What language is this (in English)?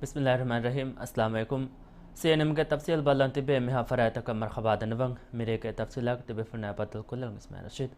Divehi